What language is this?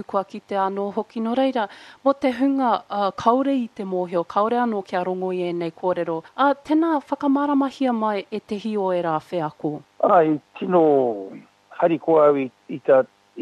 Māori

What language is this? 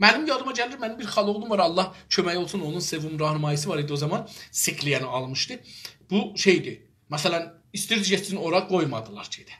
South Azerbaijani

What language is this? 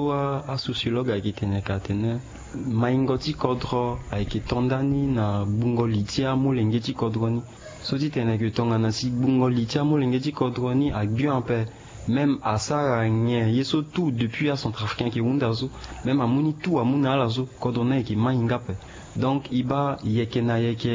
Sango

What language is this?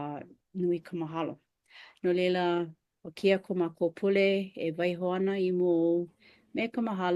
Hawaiian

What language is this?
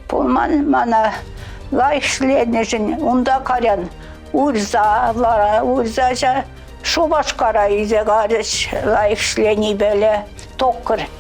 Chuvash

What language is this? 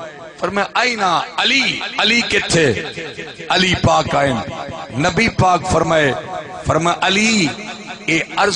Saraiki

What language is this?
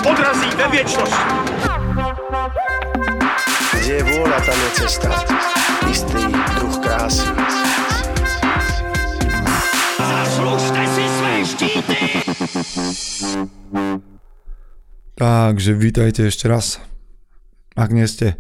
Slovak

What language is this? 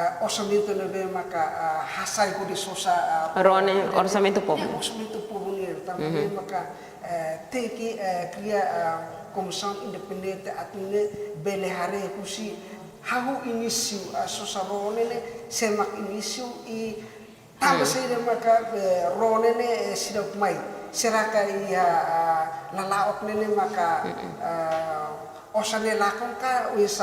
Tetum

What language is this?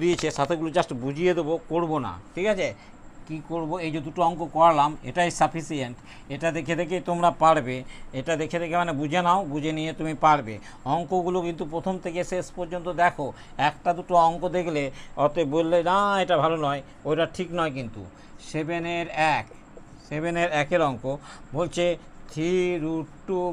Bangla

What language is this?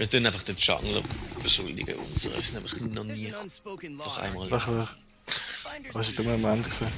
Swiss German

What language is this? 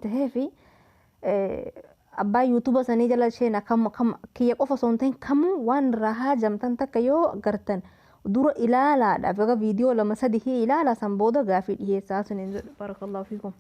Oromo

